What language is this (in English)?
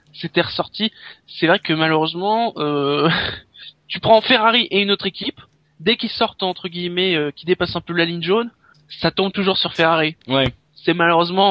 French